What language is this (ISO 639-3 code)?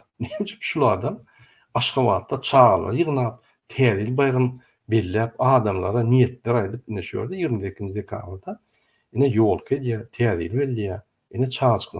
tuk